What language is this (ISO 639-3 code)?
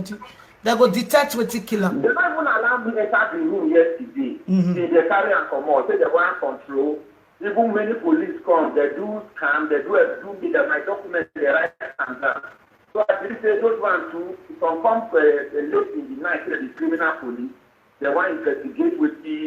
pcm